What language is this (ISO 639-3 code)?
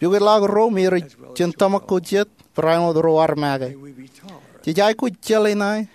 mah